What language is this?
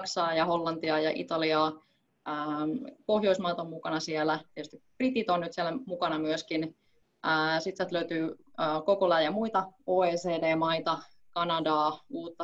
Finnish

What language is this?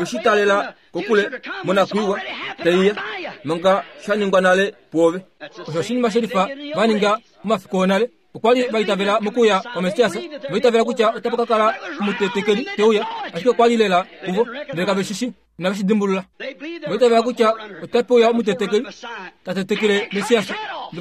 Kuanyama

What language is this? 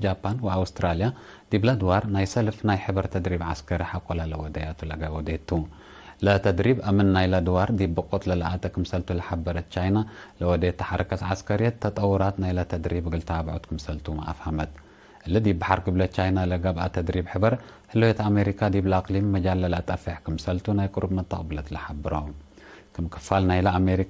Tigre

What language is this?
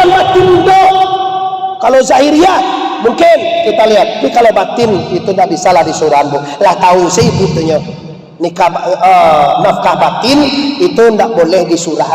Minangkabau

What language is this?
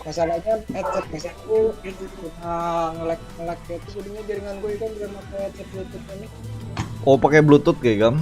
Banjar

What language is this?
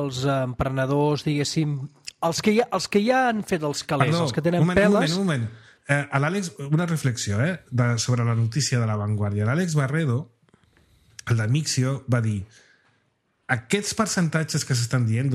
Catalan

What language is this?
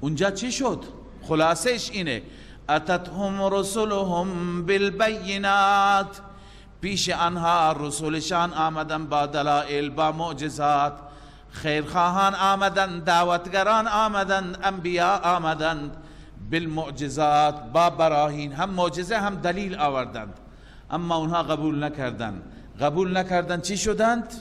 Persian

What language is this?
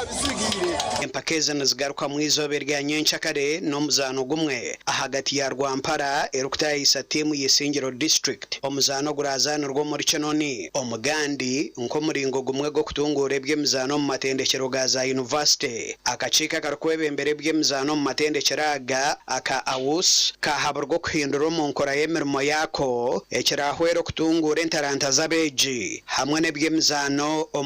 Nyankole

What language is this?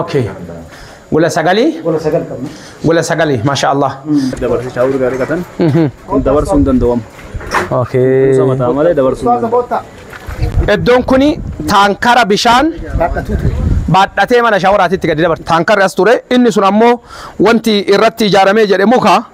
Oromo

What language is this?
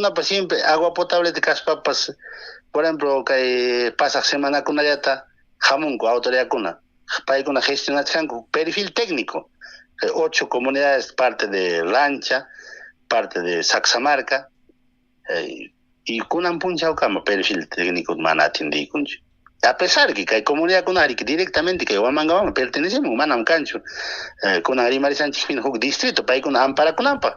Ayacucho Quechua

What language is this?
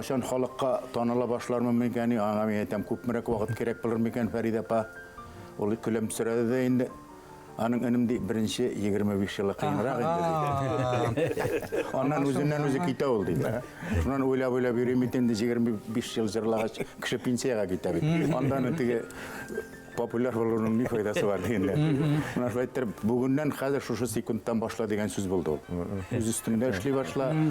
Bashkir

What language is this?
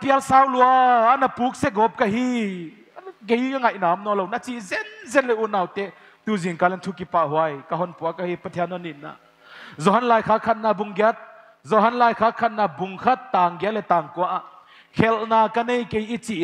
Paite Chin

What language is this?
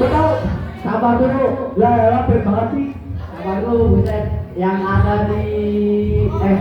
Betawi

